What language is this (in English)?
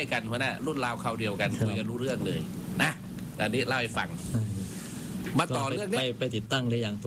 Thai